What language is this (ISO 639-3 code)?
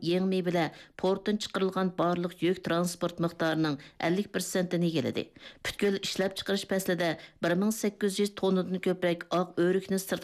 uig